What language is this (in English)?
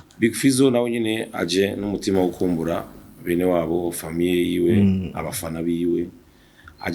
Rundi